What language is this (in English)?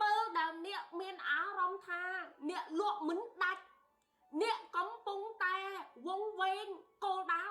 Khmer